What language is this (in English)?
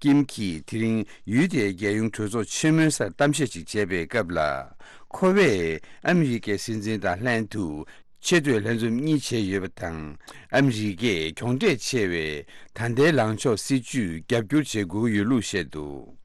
Tibetan